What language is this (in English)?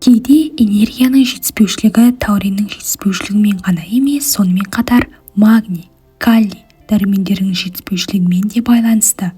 Kazakh